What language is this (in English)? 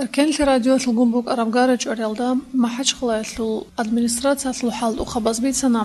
Avaric